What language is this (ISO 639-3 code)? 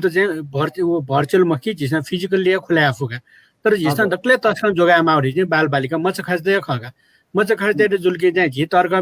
new